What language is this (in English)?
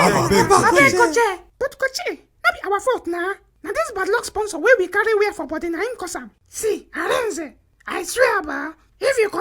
Nigerian Pidgin